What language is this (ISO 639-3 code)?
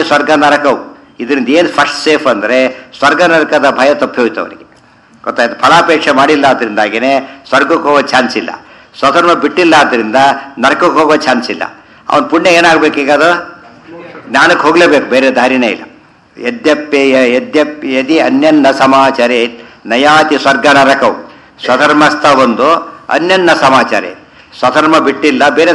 kan